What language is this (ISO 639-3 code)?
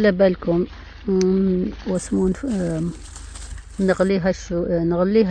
arq